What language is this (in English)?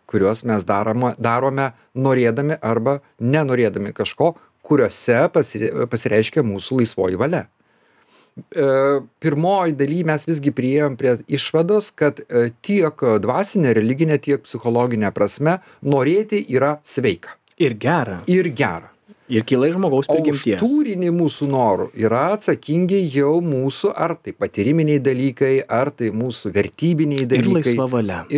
Lithuanian